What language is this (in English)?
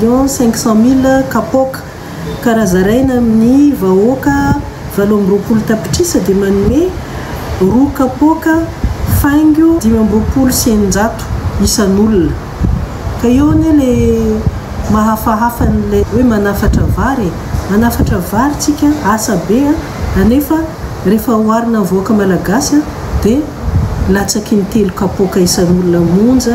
Malagasy